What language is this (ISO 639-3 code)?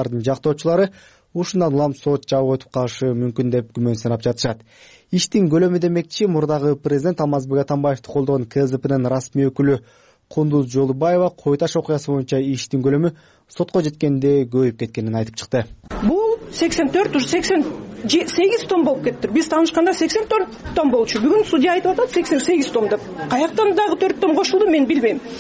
kir